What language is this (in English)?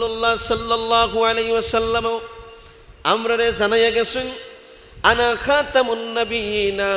Sylheti